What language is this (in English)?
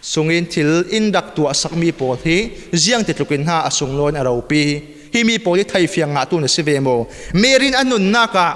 Falam Chin